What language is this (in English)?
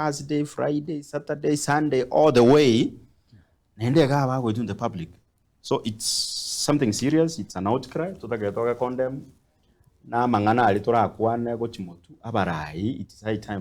Gusii